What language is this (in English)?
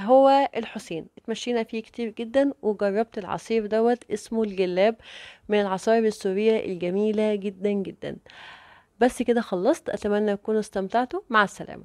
Egyptian Arabic